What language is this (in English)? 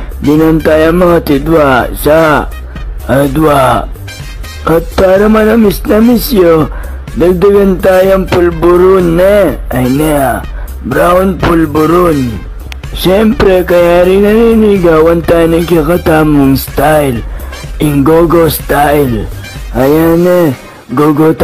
Pampanga